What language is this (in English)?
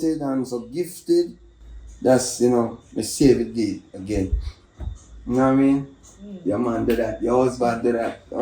Jamaican Creole English